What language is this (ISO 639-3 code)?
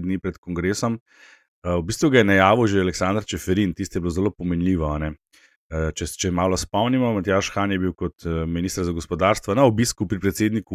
slv